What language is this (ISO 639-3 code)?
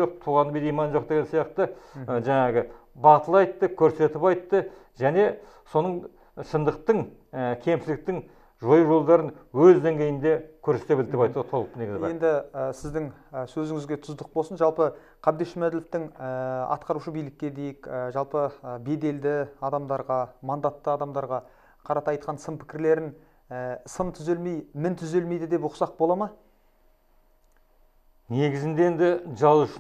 kaz